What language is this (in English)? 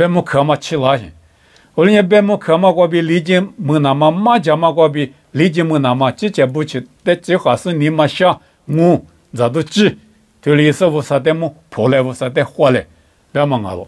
Lisu